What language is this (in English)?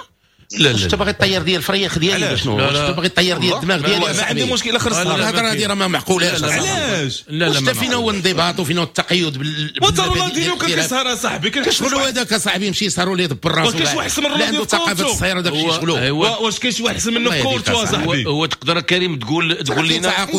Moroccan Arabic